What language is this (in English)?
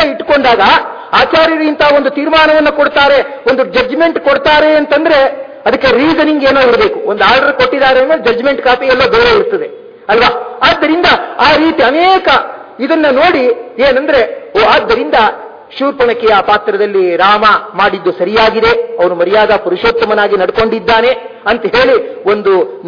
Kannada